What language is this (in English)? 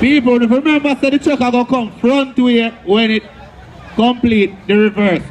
Jamaican Creole English